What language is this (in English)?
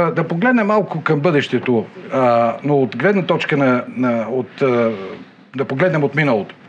Bulgarian